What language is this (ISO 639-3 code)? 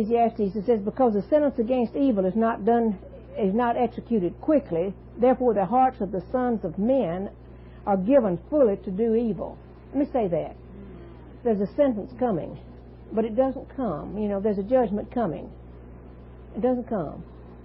eng